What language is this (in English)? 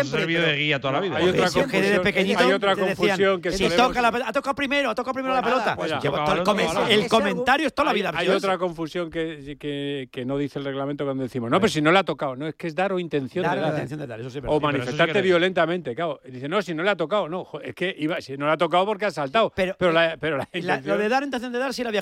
Spanish